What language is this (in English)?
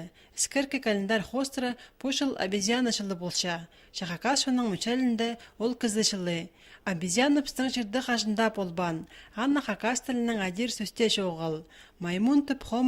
Khakas